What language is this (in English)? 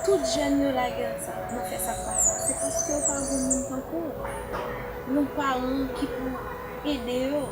Haitian Creole